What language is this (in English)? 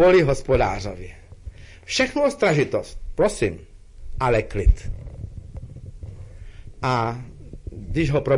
Czech